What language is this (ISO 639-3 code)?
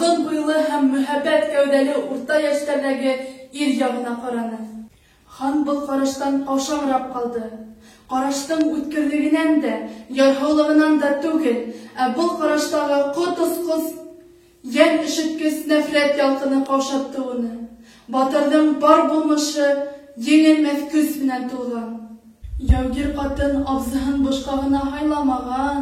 bak